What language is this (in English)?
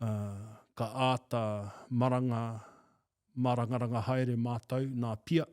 Māori